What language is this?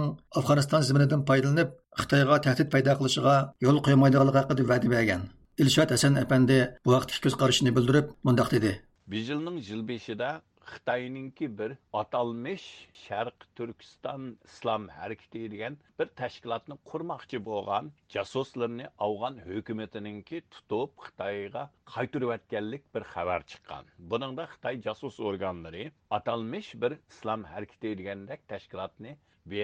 Uyghur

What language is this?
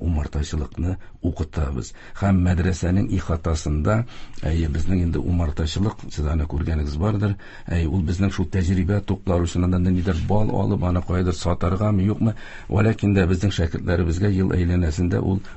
Tatar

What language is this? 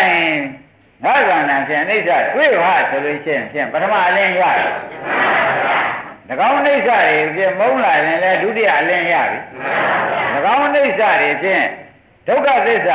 Burmese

